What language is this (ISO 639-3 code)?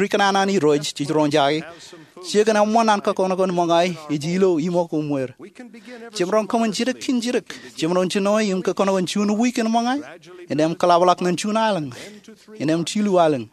mah